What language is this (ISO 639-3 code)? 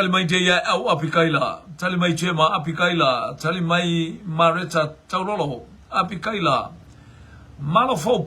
smo